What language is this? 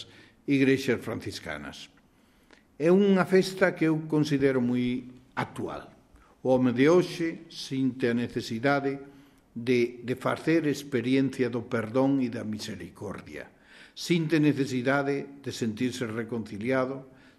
Galician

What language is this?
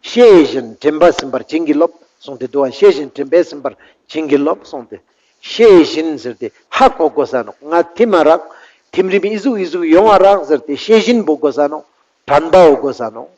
Ladakhi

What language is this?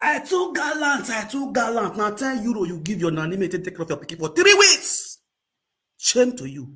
Nigerian Pidgin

